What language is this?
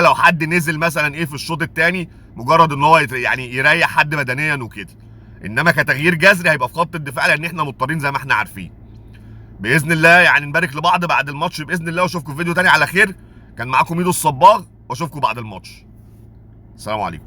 Egyptian Arabic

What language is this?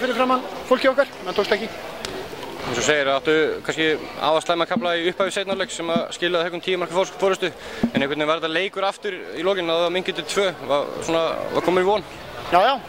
Icelandic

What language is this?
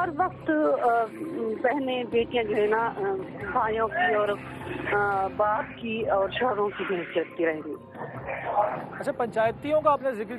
Hindi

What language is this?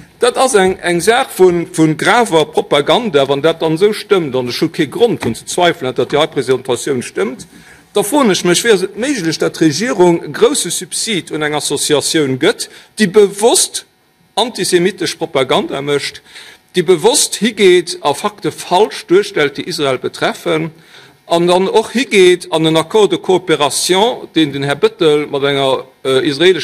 Luxembourgish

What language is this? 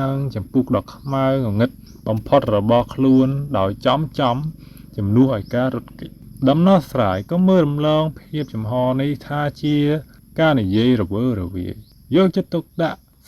Khmer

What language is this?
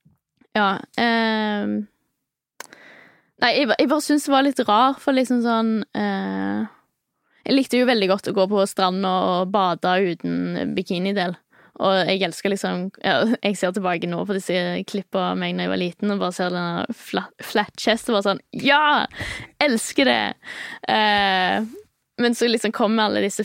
Norwegian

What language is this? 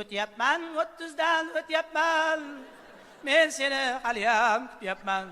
Uzbek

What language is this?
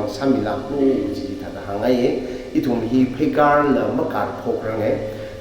Tangkhul Naga (India)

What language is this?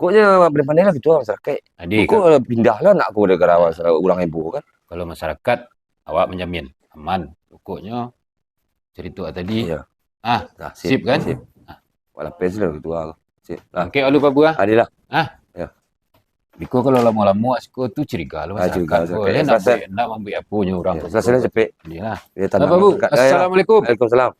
Minangkabau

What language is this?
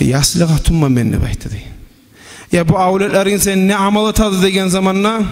Kumyk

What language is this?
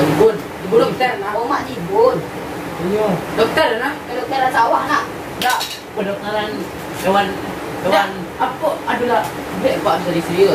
Minangkabau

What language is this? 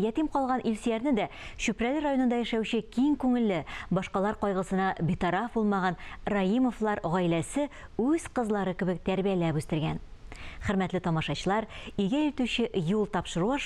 Tatar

